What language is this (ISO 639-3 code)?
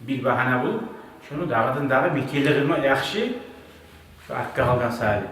kum